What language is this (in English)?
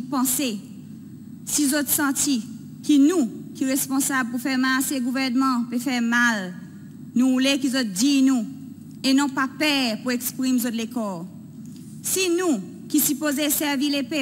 Seselwa Creole French